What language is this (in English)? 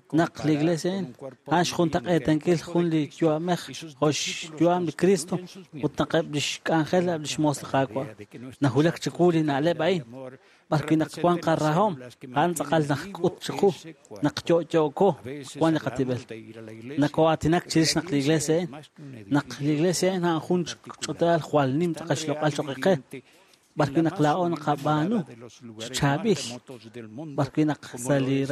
Kekchí